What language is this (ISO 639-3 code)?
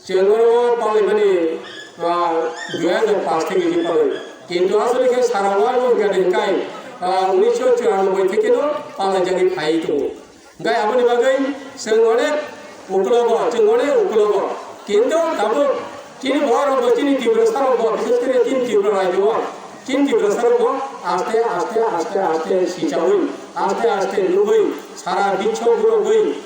trp